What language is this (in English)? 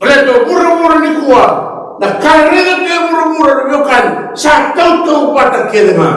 Fijian